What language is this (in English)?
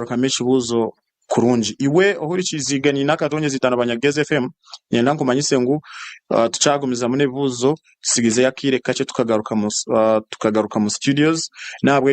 Nyankole